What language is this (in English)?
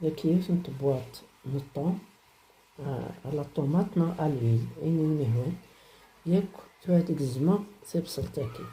Kabyle